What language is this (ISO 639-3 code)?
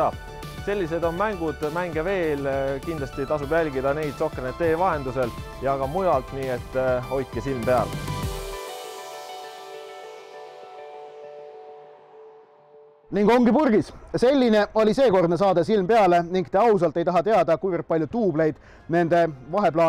est